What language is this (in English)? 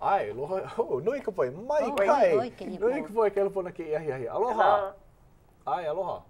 Hawaiian